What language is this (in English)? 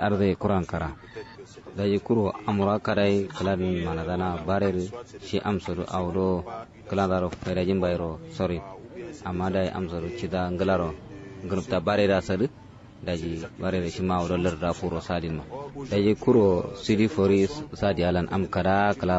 Kanuri